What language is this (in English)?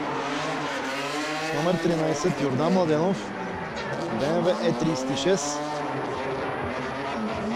Bulgarian